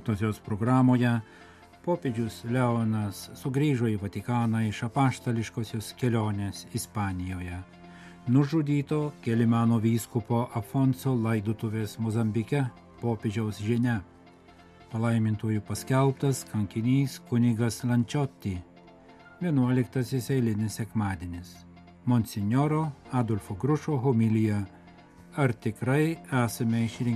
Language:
Lithuanian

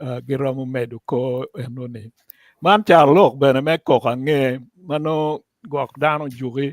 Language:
Acoli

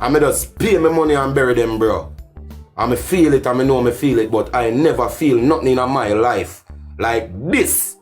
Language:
Jamaican Creole English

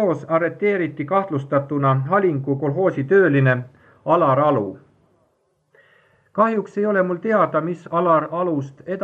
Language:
Estonian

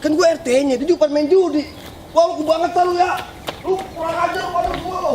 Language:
Betawi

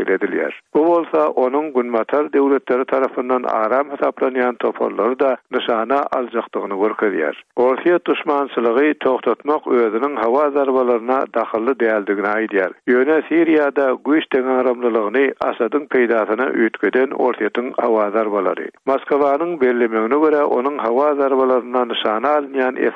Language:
Turkmen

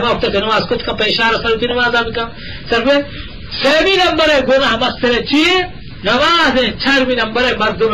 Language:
Eastern Balochi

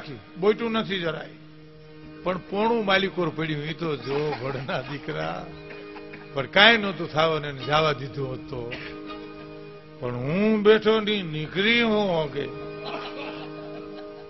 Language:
Gujarati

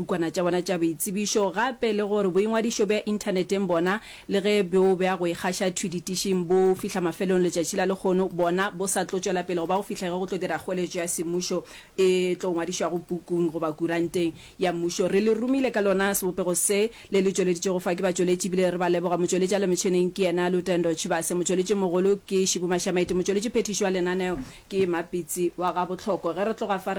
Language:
Northern Sotho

